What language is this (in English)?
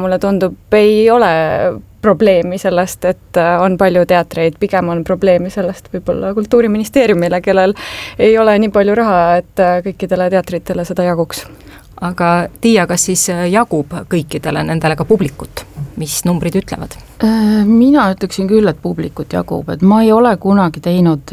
Estonian